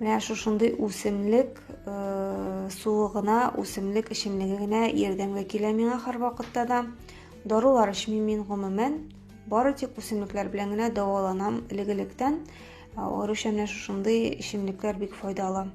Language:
Tatar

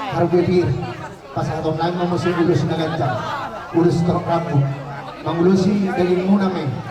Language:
Batak Toba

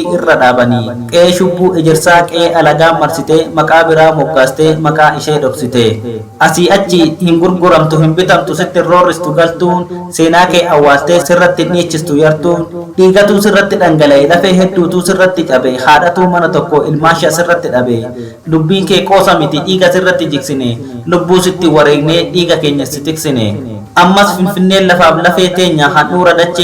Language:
Oromo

